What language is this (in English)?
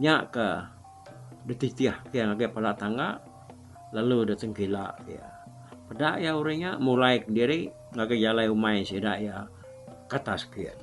Iban